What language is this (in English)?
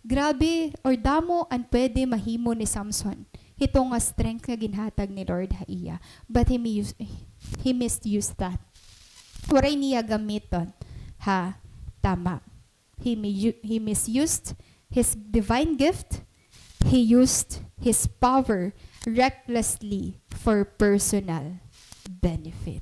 Waray